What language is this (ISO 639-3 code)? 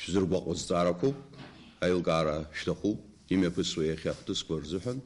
abk